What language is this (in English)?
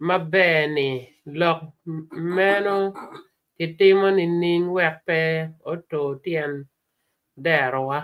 Acoli